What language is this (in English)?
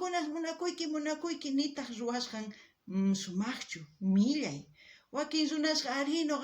South Bolivian Quechua